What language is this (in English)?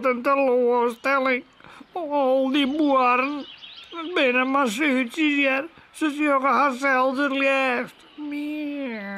Western Frisian